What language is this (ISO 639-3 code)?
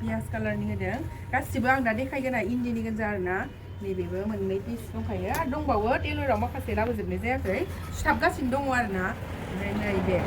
brx